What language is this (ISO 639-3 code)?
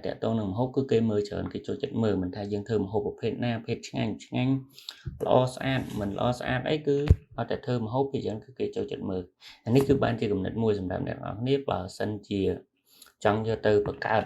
khm